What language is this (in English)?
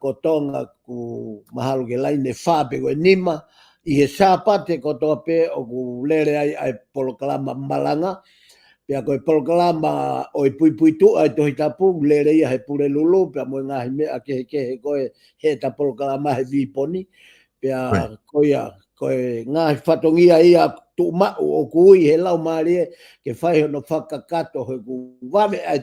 Tongan